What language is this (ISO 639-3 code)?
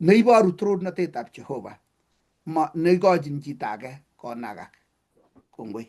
kln